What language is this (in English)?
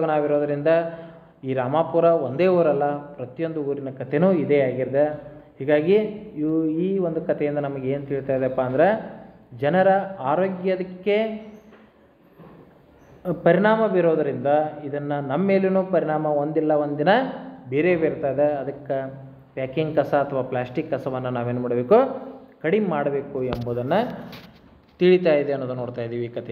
Kannada